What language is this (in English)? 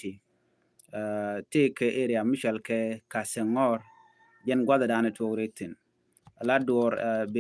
Nuer